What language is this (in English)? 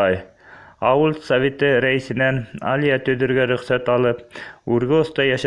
Bashkir